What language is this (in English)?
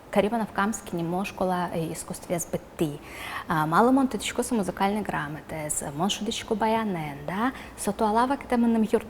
Udmurt